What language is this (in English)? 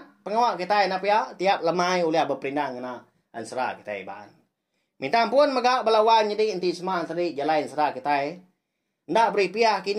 Iban